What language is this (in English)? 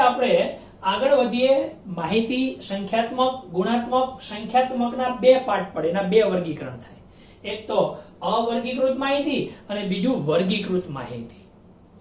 Gujarati